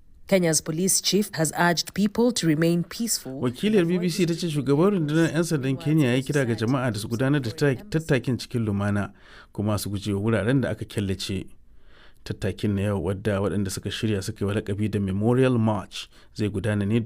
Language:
Hausa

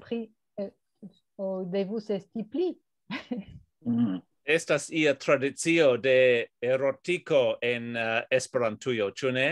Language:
Esperanto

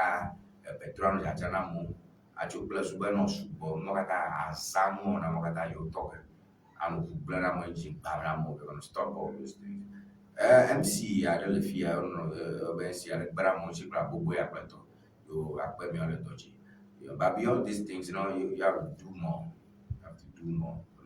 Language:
Ewe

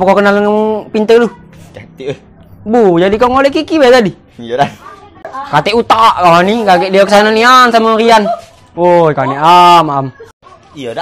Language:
Musi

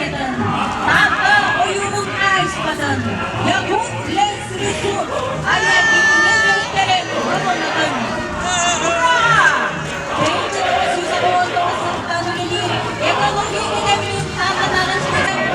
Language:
Yakut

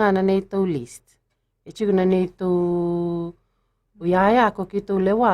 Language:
Fijian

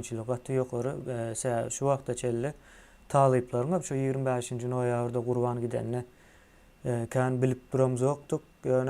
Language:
Turkmen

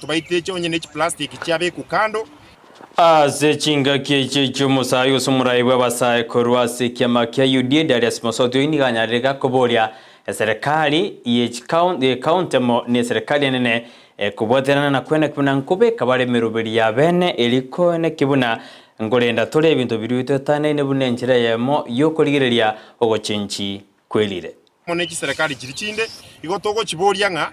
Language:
Gusii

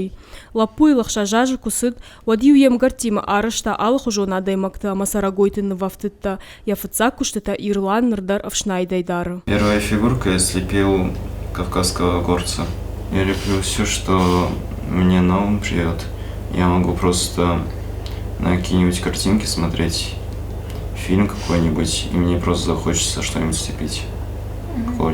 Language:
Ossetic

